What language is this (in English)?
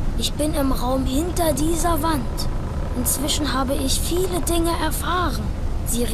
Bavarian